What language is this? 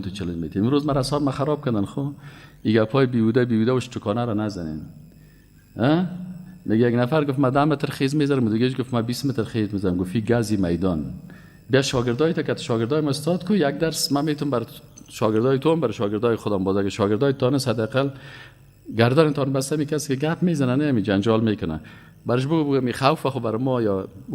Persian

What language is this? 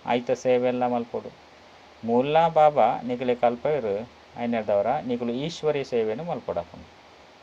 Tulu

